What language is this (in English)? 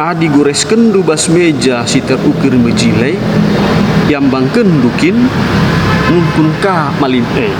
Batak Karo